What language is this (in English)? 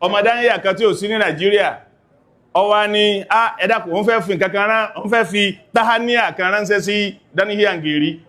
Yoruba